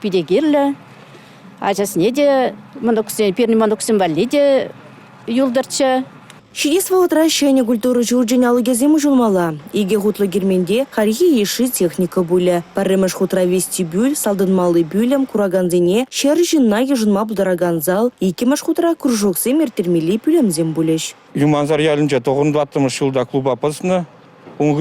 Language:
Chuvash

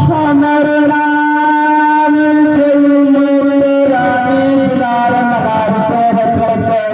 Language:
Maithili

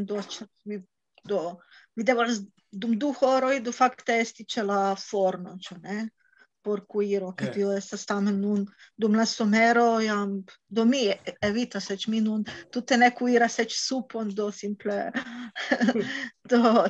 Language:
Esperanto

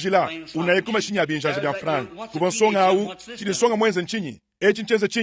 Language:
Luba-Lulua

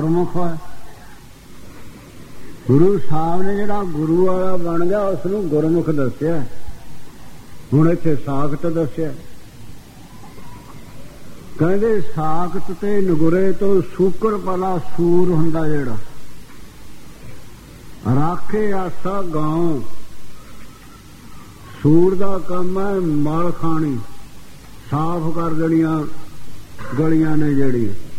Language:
Punjabi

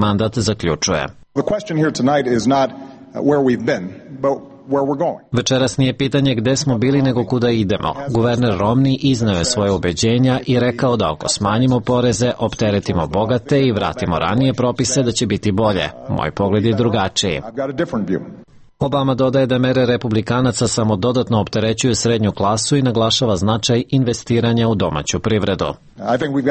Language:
Serbian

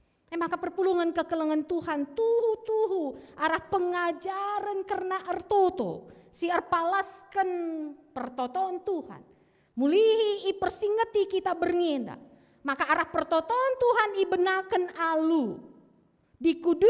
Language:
Batak Karo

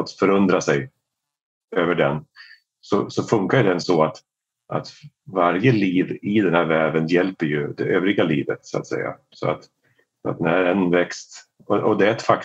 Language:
Swedish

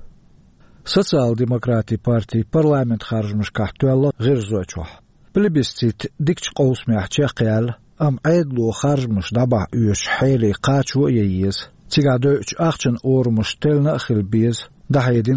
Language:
Chechen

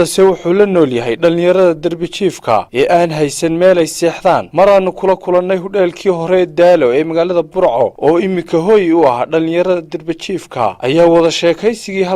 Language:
Somali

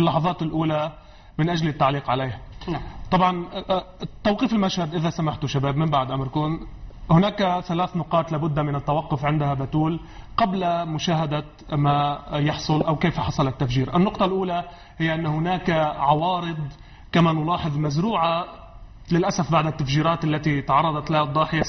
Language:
Arabic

